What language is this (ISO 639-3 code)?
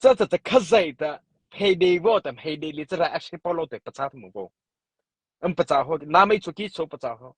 mrh